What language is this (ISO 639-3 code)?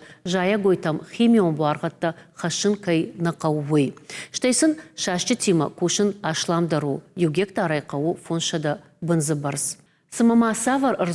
oss